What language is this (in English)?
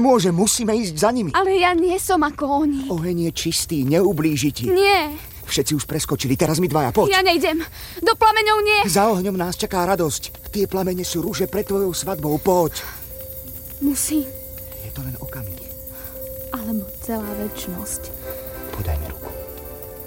Slovak